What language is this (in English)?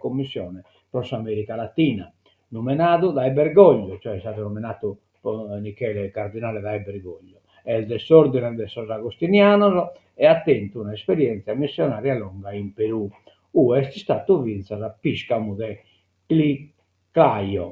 Sardinian